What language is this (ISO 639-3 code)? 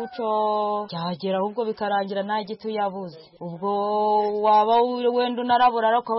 kin